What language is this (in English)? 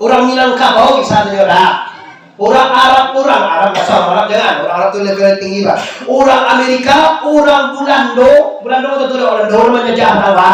Minangkabau